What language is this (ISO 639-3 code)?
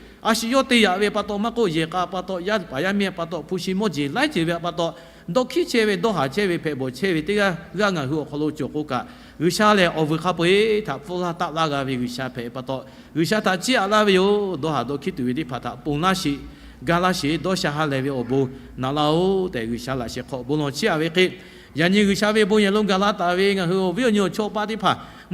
lhu